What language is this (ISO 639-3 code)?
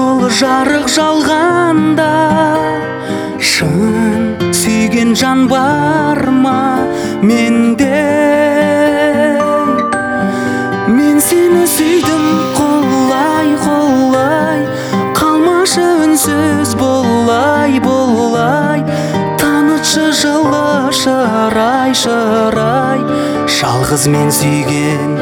kaz